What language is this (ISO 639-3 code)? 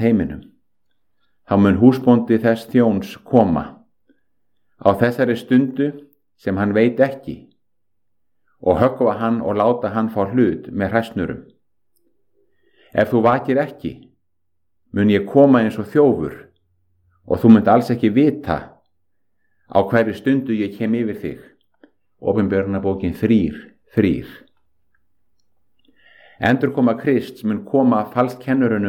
isl